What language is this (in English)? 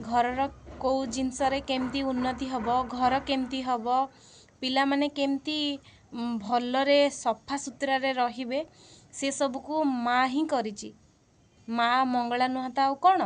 Odia